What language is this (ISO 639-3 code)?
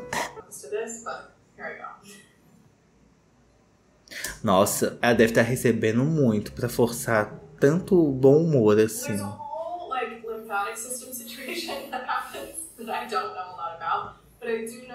por